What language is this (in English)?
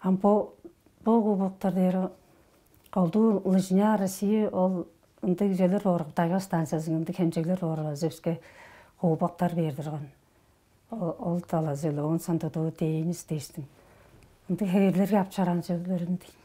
Tuvinian